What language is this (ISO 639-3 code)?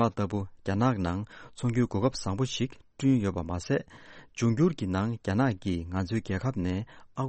bod